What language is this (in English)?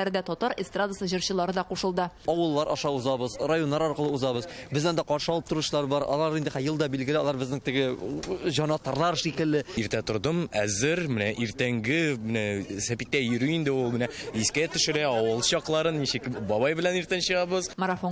Tatar